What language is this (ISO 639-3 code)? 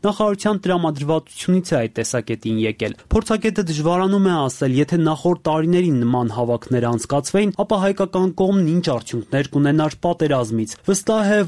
hye